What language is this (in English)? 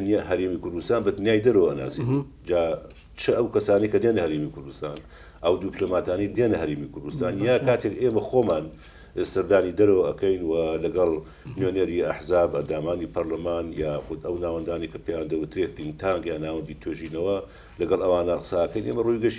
Central Kurdish